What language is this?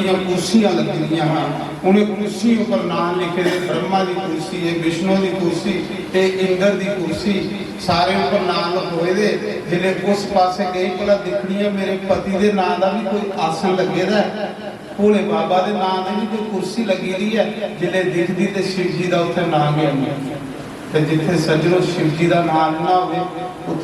Dogri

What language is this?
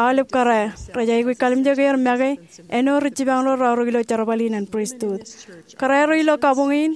Marshallese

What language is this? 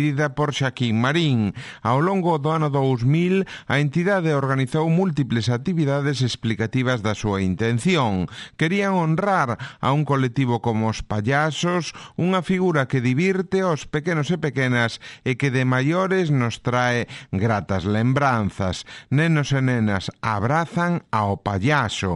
Galician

